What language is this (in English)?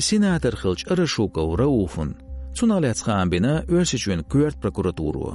Chechen